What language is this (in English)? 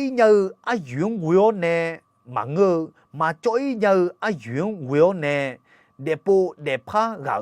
Akha